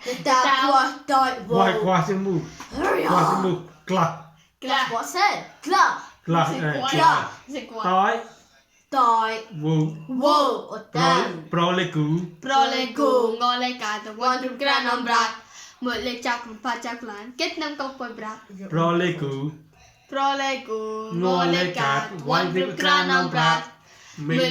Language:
Mon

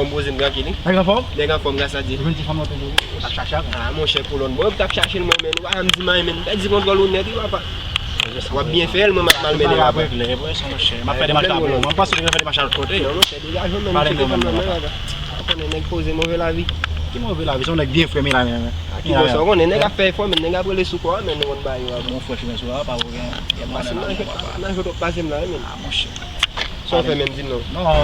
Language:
Haitian Creole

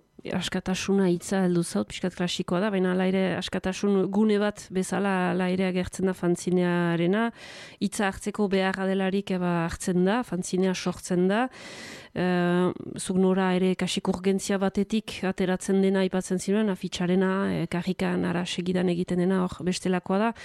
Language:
Basque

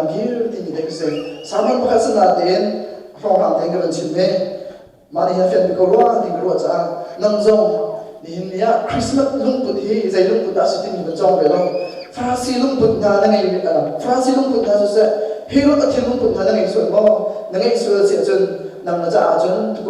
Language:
Hakha Chin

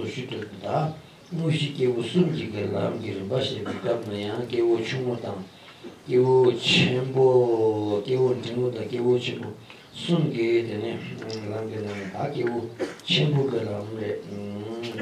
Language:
Tibetan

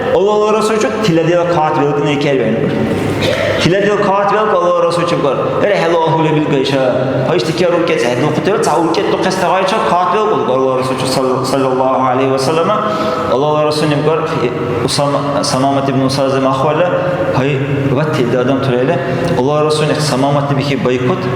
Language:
Dargwa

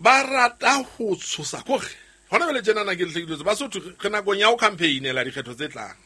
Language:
Southern Sotho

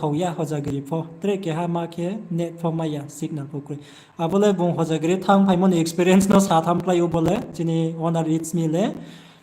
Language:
Riang (India)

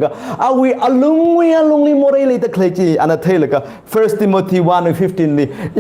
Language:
Tangkhul Naga (India)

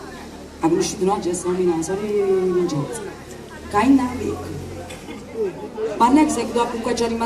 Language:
Neapolitan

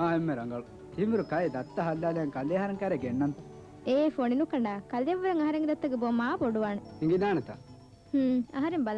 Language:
Divehi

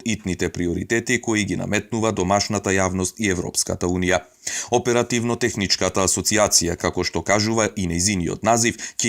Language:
Macedonian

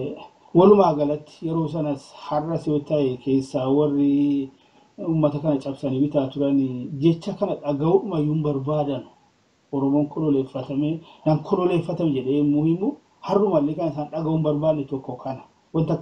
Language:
Oromo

